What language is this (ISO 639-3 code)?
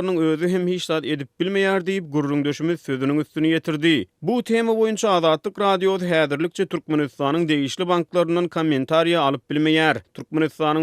tuk